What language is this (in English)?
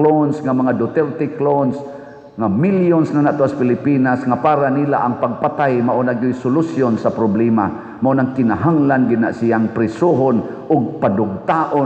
Cebuano